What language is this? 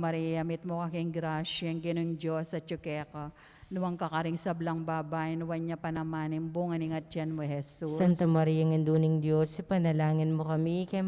Pampanga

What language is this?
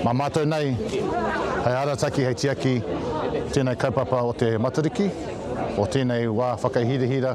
Māori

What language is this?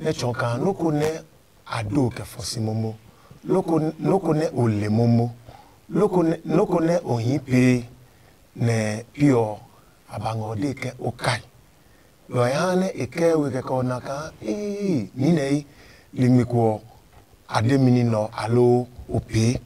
Adangme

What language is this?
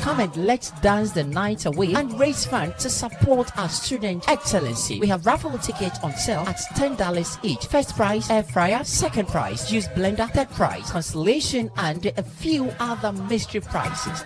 Ewe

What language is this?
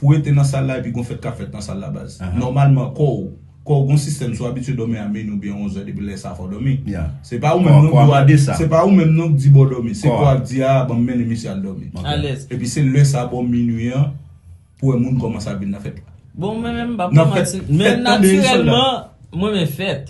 Haitian Creole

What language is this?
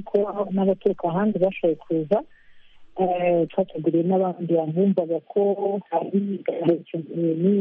Kinyarwanda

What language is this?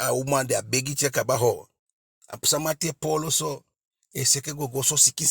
Eastern Maroon Creole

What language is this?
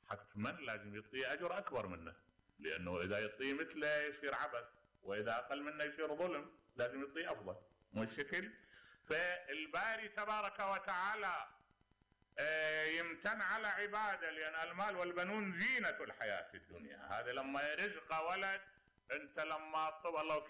Mesopotamian Arabic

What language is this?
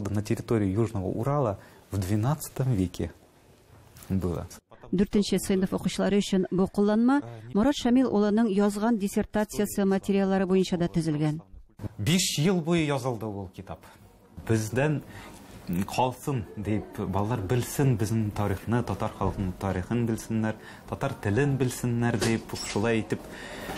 Tatar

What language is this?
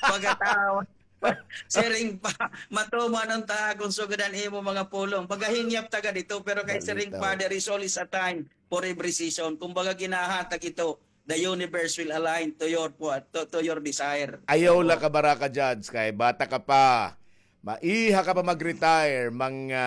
Waray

